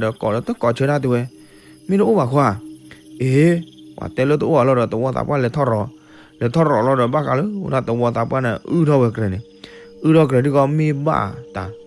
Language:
S'gaw Karen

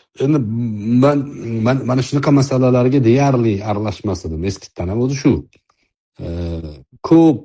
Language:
Uzbek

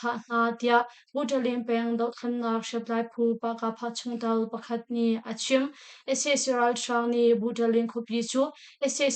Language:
Hakha Chin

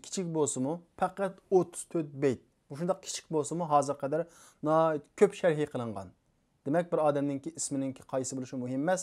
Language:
Uyghur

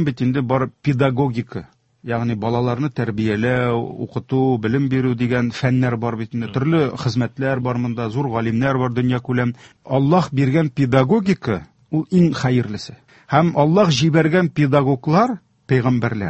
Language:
Tatar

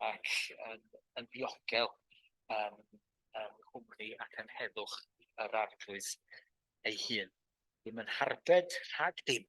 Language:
Welsh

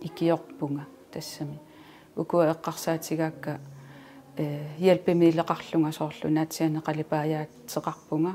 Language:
Kalaallisut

